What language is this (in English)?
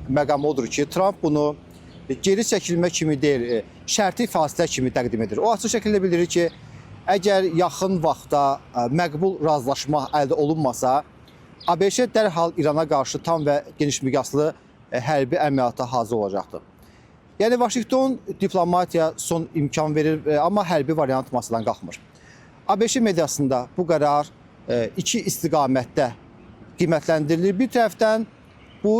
Azerbaijani